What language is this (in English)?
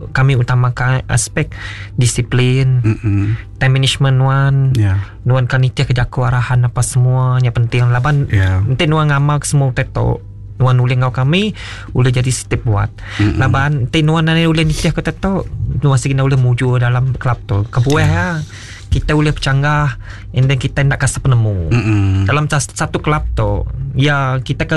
Iban